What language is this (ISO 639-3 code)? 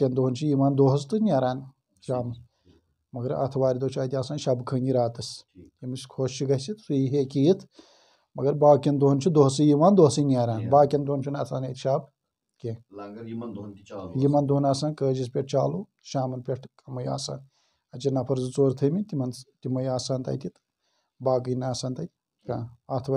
kas